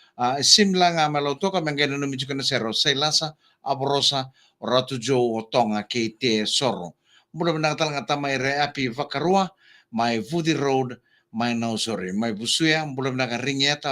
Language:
Fijian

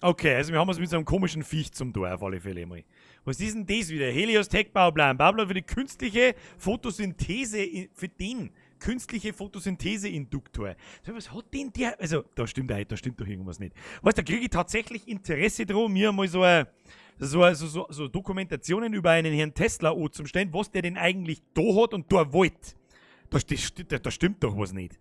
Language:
Bavarian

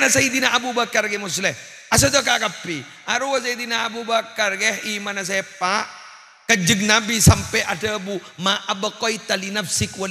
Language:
Madurese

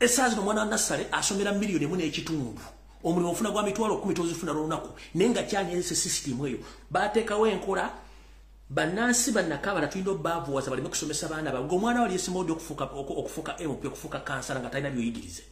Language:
Ganda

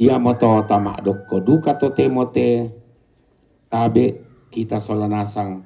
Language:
Toraja-Sa'dan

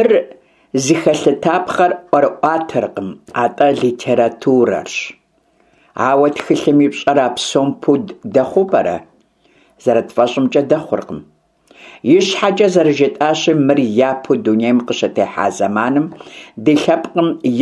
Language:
Kabardian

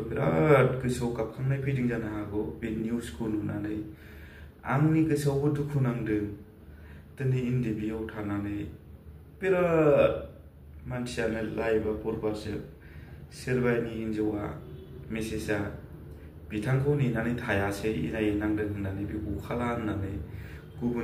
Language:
Bodo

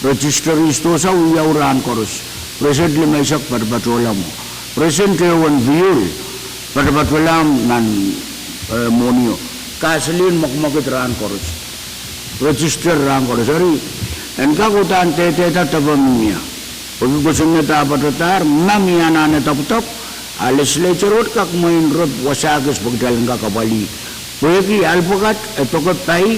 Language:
Pohnpeian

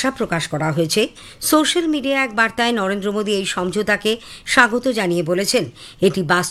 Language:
Bangla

